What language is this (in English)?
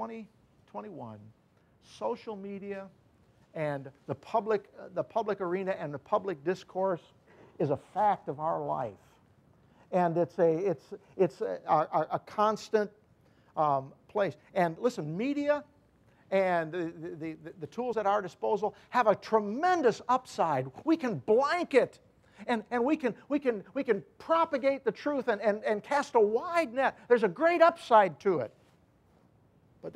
English